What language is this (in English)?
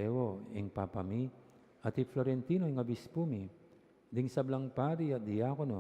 Pampanga